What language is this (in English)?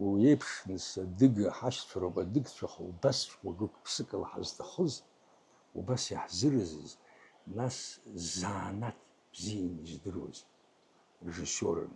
Abkhazian